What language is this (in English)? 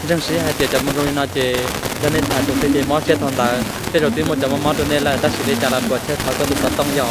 Hmong